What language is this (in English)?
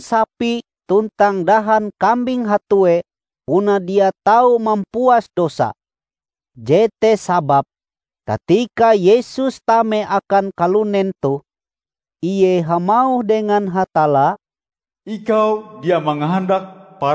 Ngaju